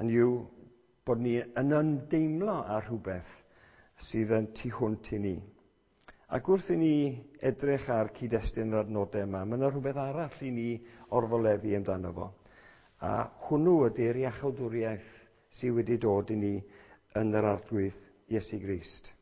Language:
Welsh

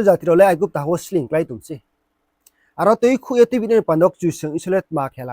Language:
Riang (India)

